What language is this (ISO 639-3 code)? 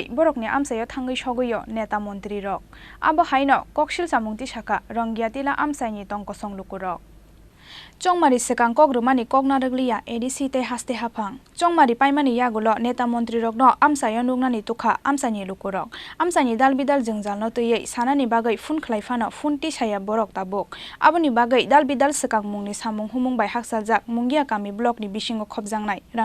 trp